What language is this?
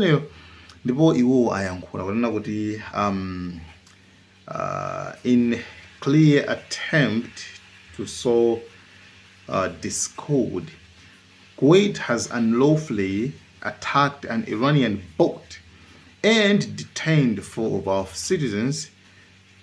Nyanja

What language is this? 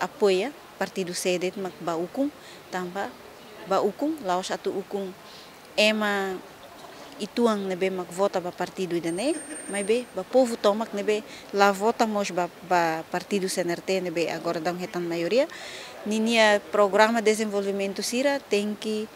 Tetum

